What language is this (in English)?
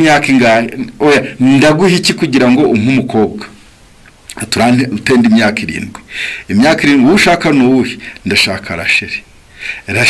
Kinyarwanda